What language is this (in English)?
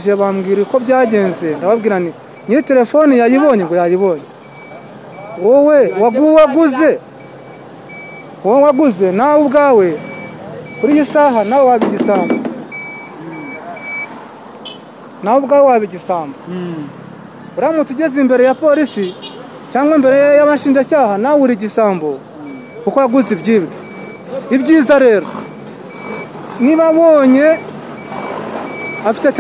Kinyarwanda